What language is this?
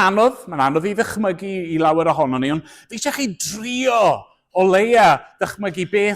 Welsh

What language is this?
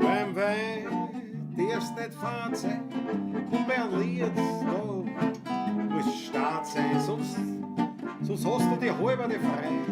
Bavarian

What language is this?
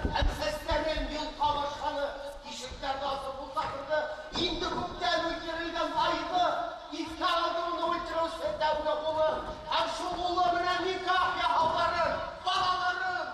Bashkir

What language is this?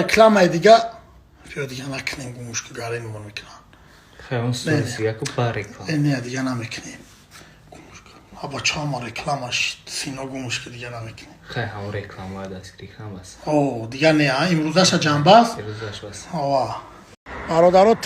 Tajik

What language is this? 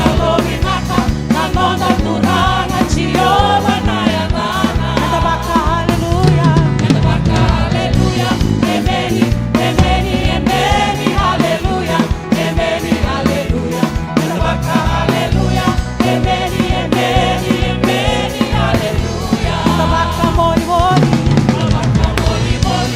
Fijian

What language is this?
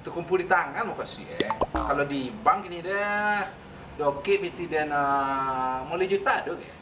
Minangkabau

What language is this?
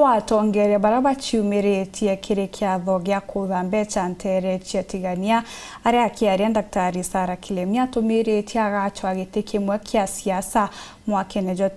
Meru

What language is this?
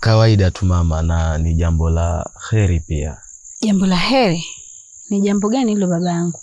Swahili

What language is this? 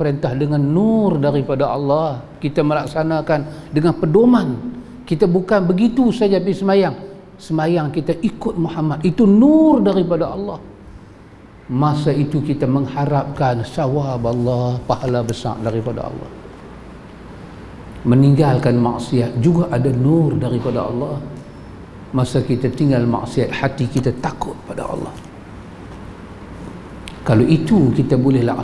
Malay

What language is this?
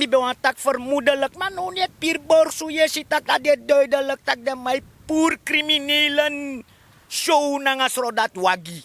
Sranan Tongo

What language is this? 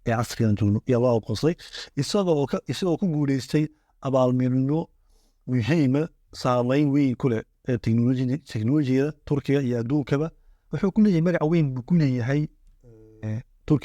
Somali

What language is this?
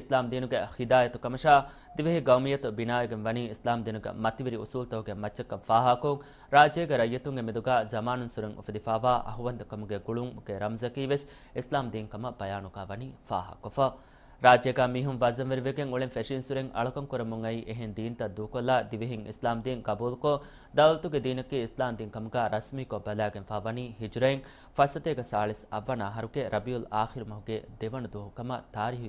Divehi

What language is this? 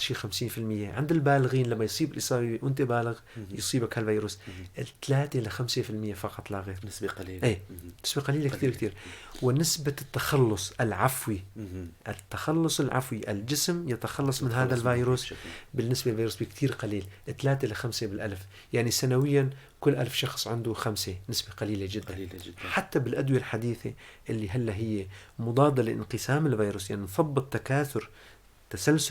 North Levantine Arabic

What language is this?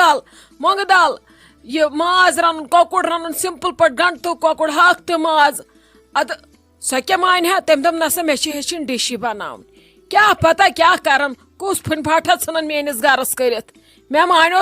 Kashmiri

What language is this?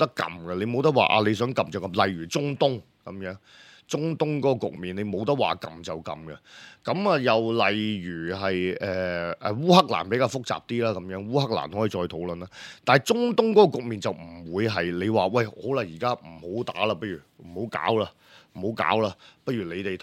Cantonese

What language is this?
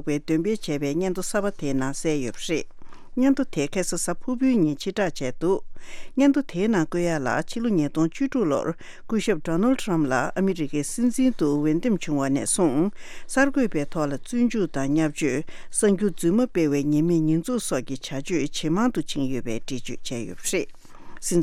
Tibetan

